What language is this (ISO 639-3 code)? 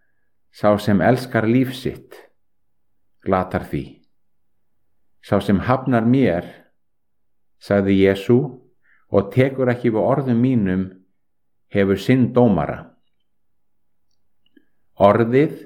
isl